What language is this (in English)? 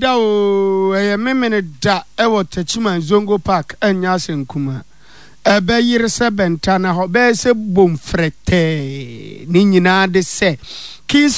Akan